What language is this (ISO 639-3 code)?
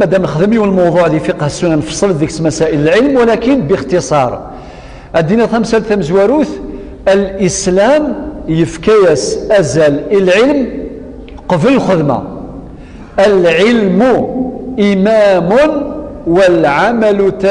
kab